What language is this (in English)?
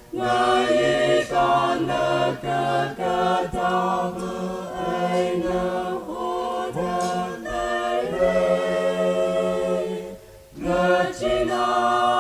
Tangkhul Naga (India)